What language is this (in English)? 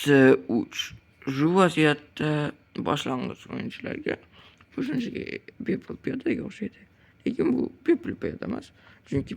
Uzbek